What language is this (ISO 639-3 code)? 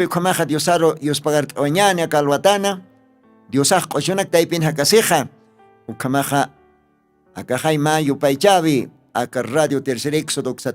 aym